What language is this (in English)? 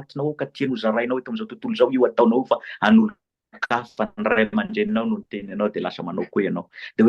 Malagasy